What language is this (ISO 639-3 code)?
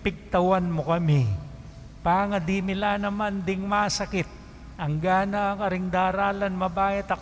pam